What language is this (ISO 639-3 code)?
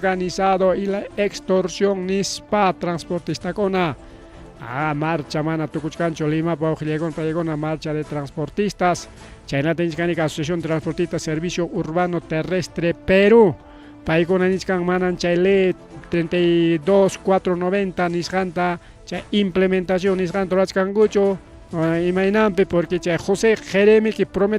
quy